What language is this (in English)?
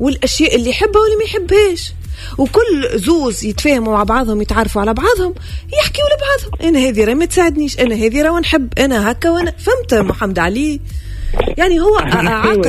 Tunisian Arabic